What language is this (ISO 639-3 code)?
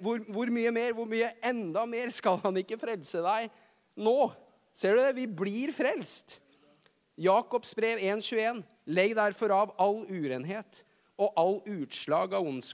nor